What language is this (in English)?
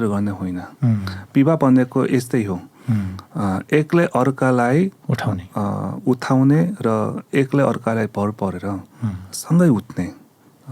Nepali